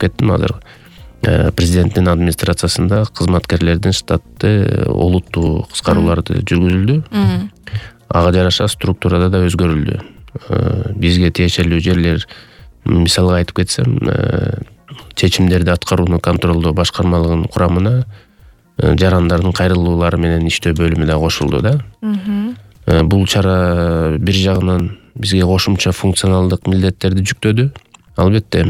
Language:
Kyrgyz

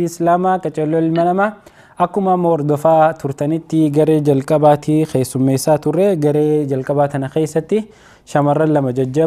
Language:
Oromo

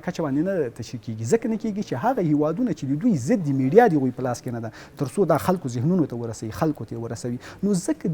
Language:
Pashto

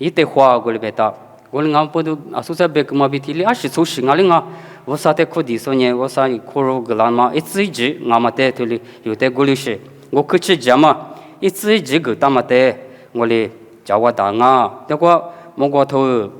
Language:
Lisu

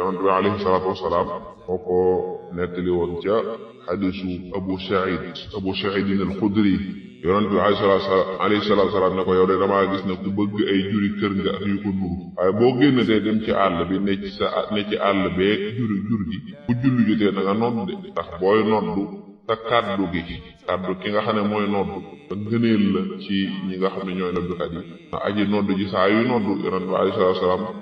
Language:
Wolof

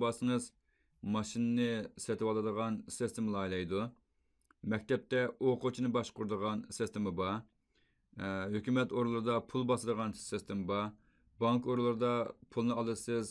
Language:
Uyghur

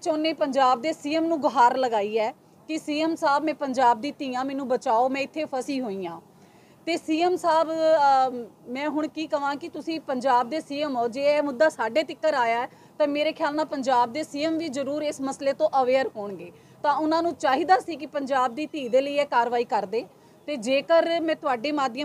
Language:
Punjabi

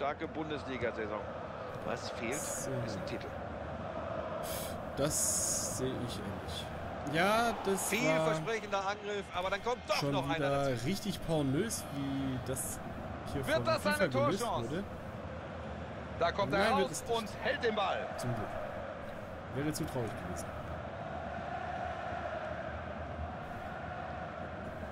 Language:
German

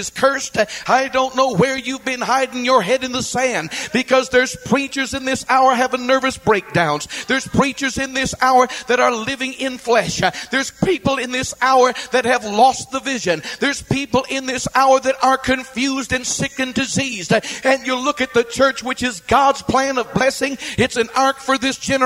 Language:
English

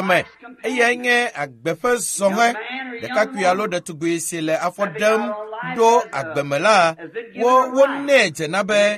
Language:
Ewe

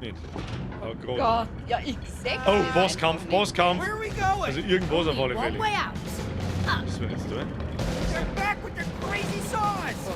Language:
Bavarian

